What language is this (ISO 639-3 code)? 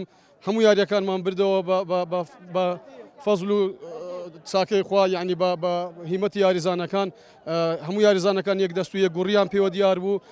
ckb